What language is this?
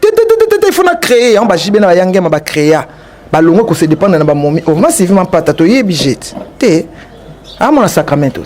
Lingala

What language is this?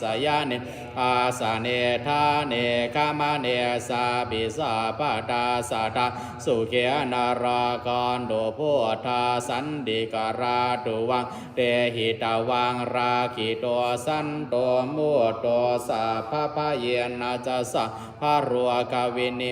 Pali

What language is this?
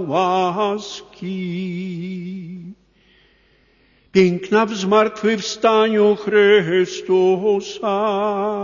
Polish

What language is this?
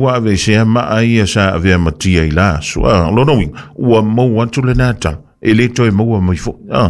Samoan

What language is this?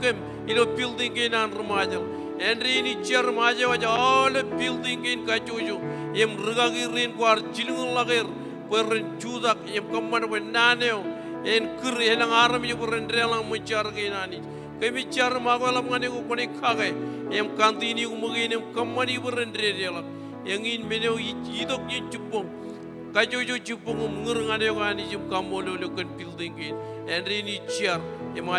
Marshallese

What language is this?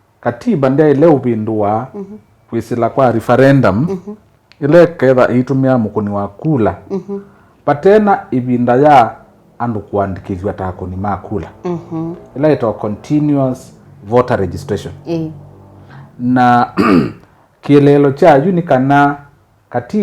Kamba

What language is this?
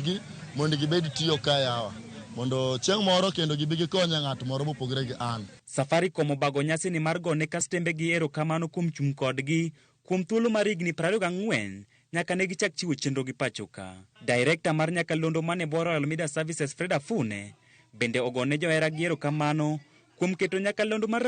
Luo (Kenya and Tanzania)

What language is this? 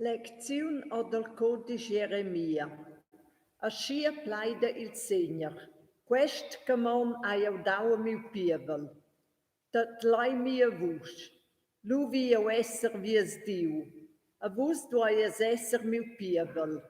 Romansh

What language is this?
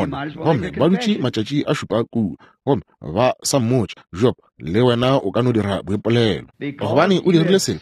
Northern Sotho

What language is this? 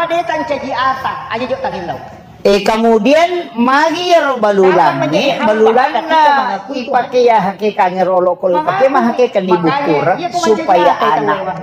Buginese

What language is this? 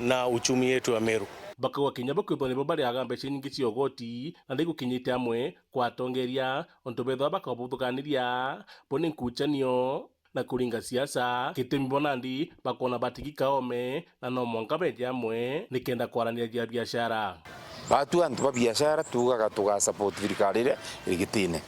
Meru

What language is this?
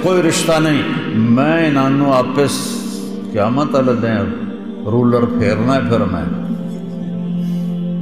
Urdu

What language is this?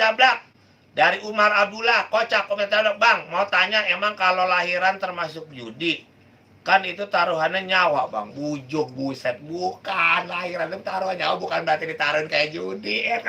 Betawi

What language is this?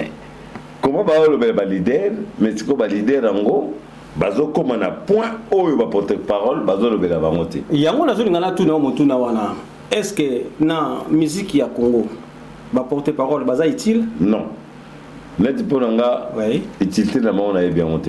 Lingala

